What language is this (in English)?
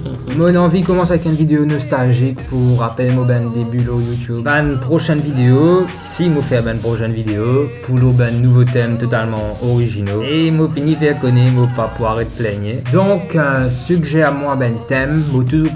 Morisyen